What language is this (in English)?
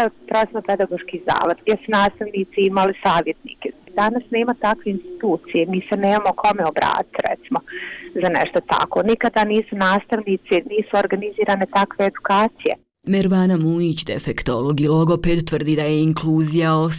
Bosnian